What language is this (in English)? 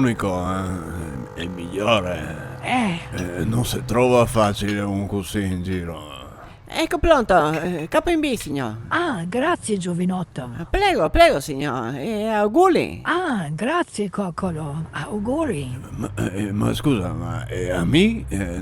Venetian